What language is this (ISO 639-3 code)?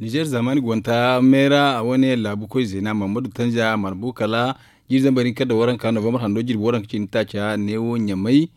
dje